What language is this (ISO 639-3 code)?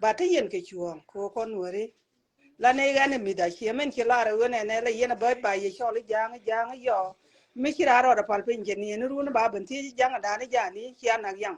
nus